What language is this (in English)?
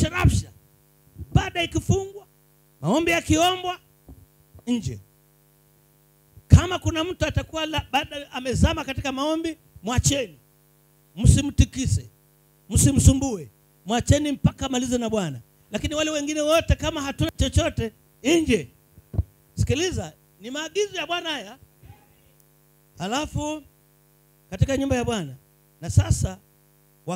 Swahili